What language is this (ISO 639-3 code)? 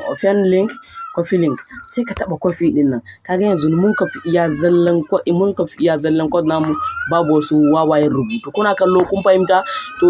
hau